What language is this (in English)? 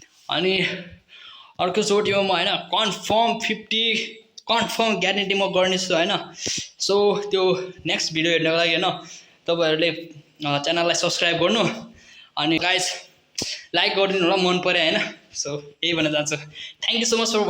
Nepali